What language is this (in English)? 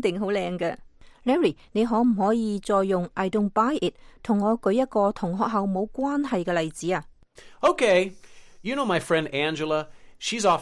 Cantonese